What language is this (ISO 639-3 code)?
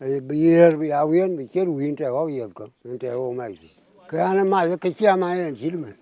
din